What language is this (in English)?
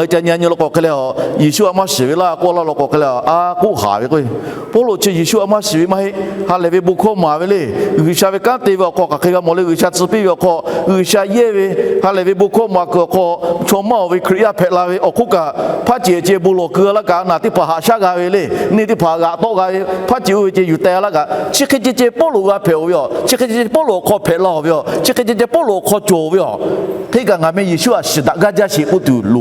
Lahu